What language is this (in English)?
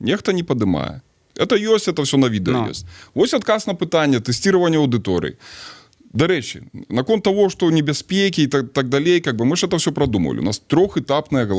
Belarusian